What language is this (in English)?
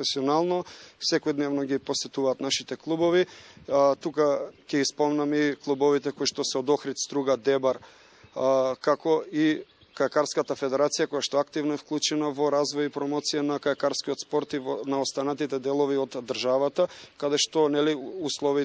Macedonian